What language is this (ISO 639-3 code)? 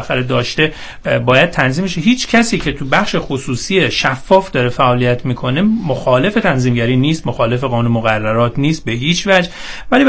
fas